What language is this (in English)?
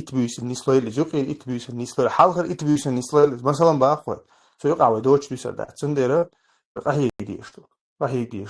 Chechen